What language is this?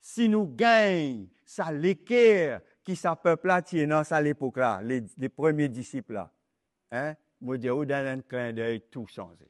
Morisyen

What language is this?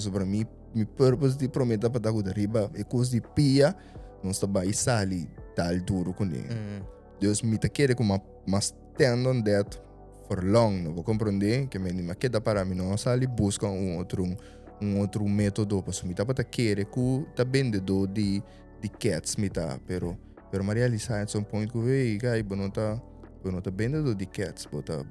Papiamento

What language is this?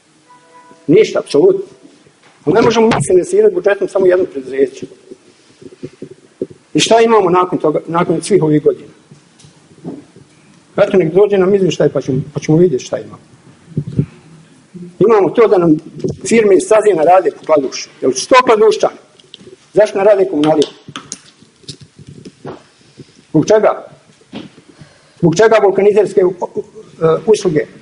Bosnian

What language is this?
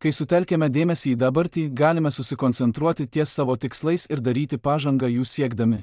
Lithuanian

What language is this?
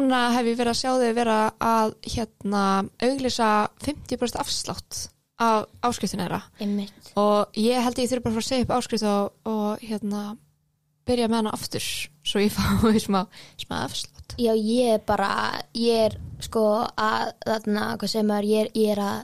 Icelandic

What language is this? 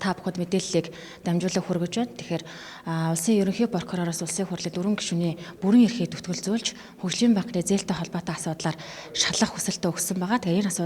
Mongolian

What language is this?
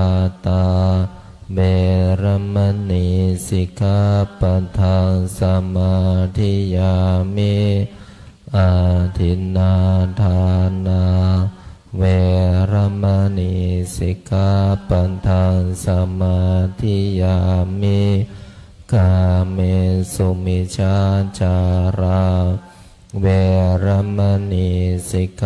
Pali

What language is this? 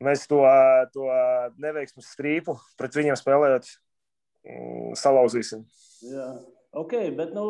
Latvian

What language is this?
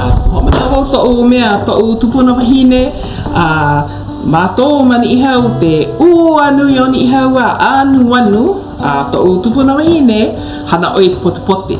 Hawaiian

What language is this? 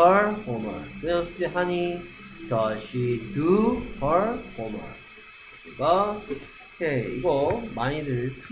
Korean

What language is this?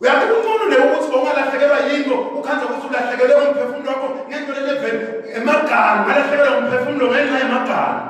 Swati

